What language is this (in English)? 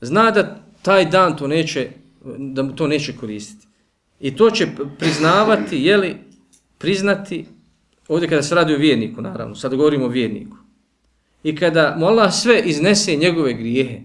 Bosnian